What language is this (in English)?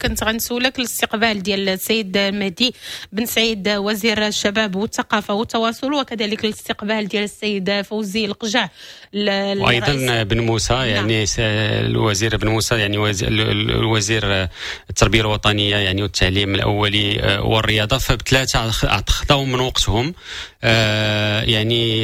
Moroccan Arabic